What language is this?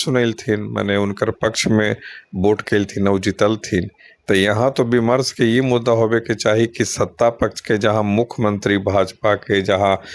Magahi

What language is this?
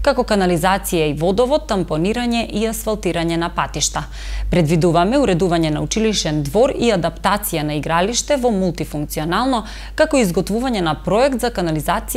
Macedonian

